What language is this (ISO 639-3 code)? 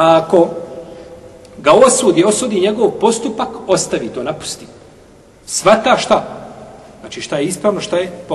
bos